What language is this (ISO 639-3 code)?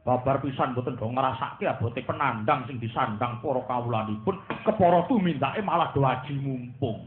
jav